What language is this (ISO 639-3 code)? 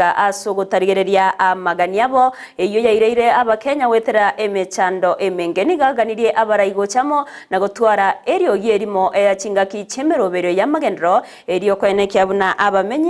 guz